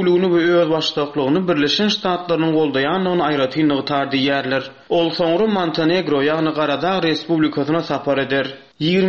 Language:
Turkmen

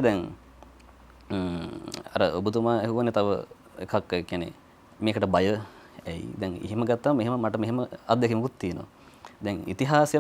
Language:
Sinhala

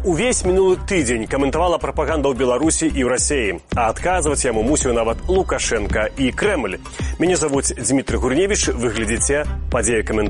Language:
Belarusian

